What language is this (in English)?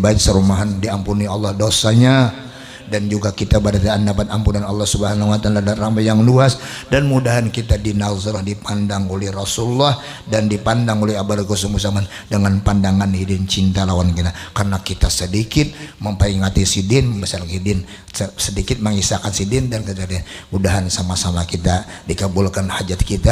Banjar